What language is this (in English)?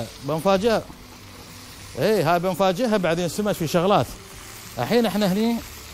Gulf Arabic